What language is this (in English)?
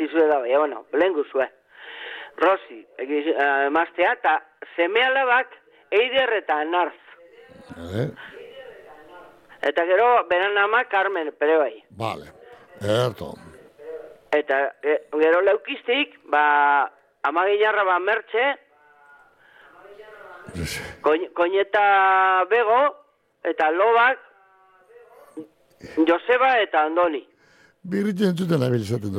Basque